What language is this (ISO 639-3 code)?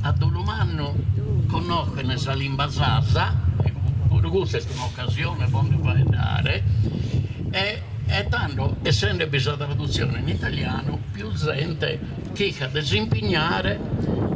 srd